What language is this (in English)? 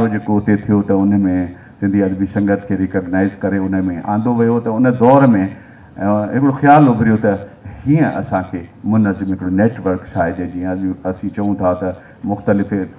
Sindhi